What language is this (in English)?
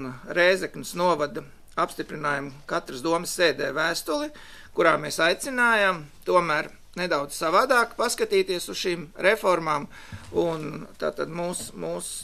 Latvian